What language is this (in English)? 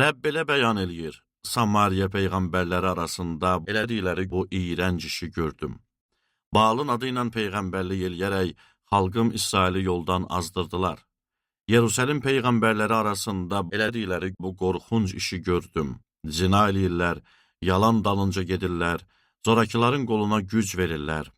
Azerbaijani